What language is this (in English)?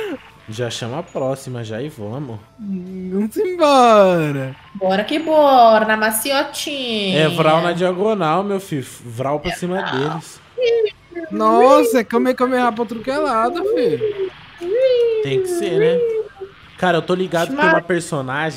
Portuguese